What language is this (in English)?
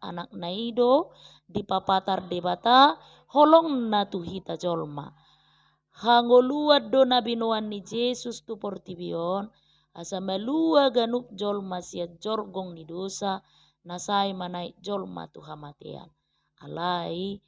Batak Toba